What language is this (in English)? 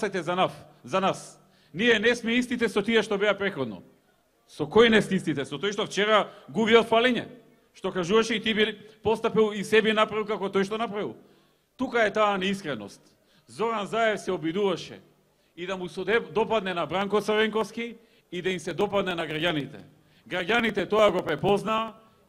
Macedonian